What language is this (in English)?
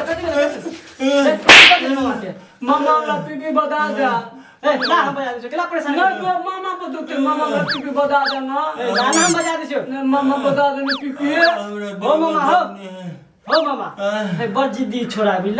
Maithili